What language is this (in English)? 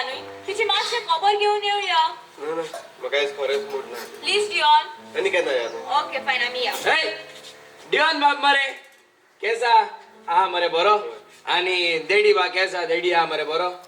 Konkani